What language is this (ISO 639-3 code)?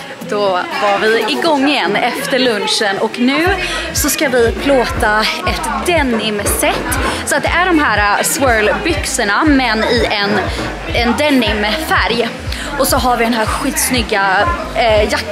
swe